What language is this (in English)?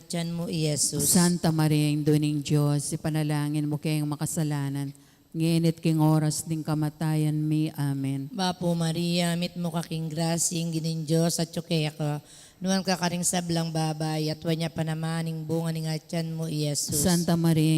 Pampanga